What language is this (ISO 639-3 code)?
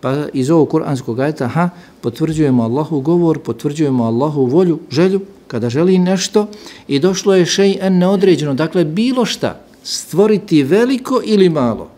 bos